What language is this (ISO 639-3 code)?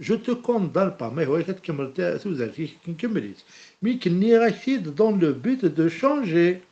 kab